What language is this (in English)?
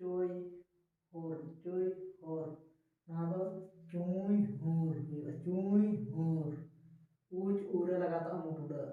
Santali